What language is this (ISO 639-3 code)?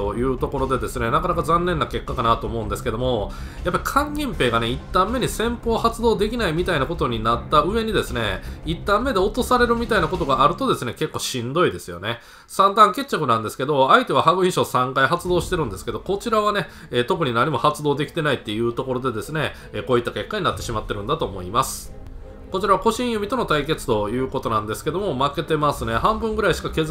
jpn